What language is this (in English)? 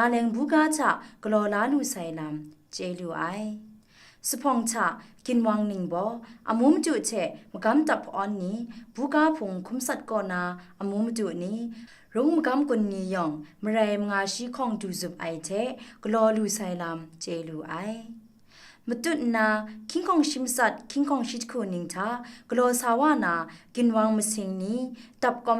Kachin